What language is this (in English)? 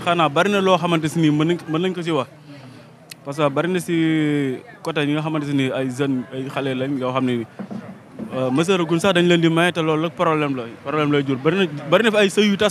Wolof